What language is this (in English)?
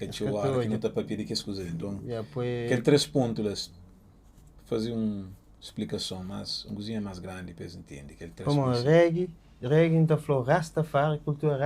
Kabuverdianu